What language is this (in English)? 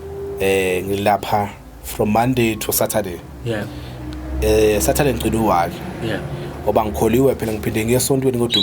Zulu